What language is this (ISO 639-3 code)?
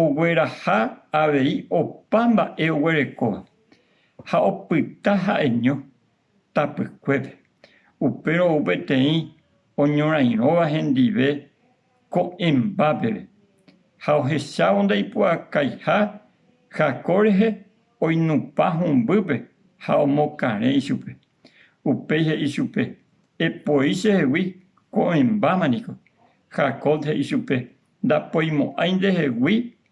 grn